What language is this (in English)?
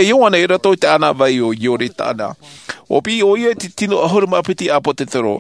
Tahitian